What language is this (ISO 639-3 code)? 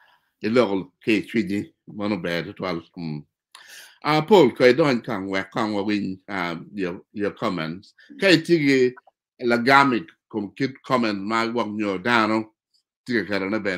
ach